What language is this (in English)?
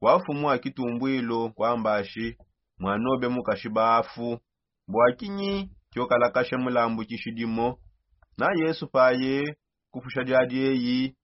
Songe